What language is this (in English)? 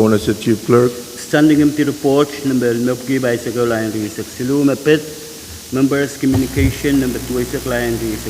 Pohnpeian